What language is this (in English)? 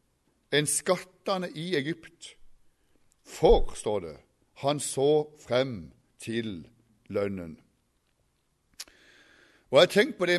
Norwegian